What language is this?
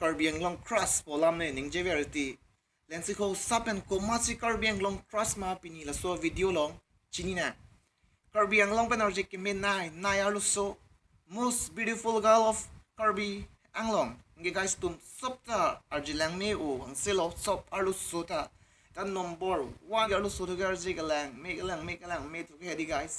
Karbi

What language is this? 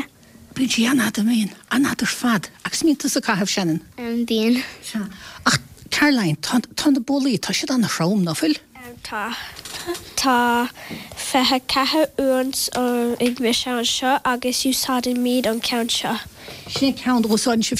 Irish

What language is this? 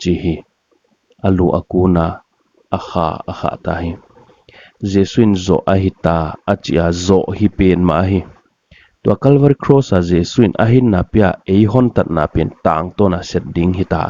Paite Chin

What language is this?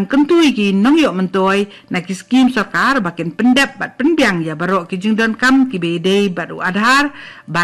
Khasi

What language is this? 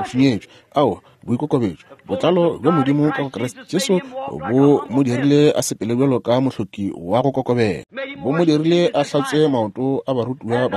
Northern Sotho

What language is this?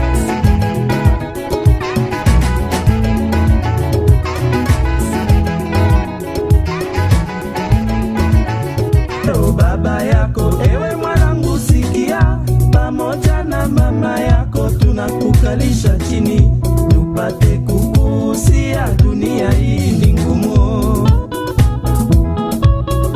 Swahili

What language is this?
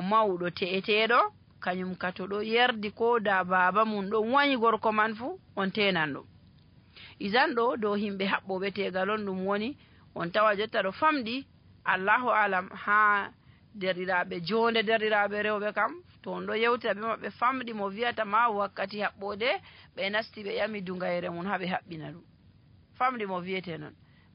Fula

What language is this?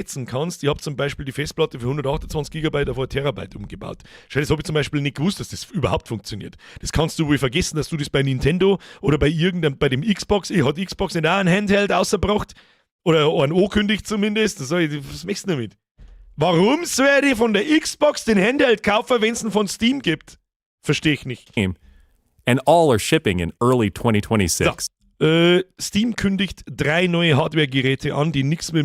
Bavarian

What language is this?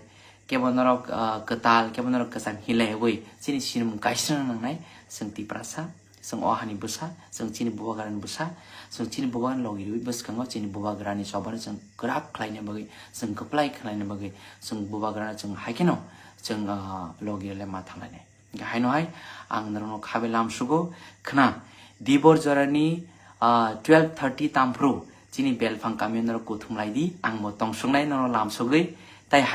Kok Borok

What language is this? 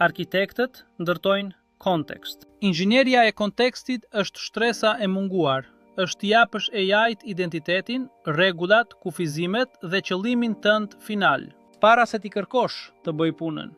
Albanian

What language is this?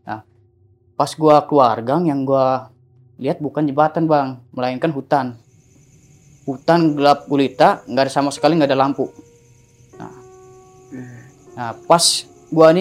Indonesian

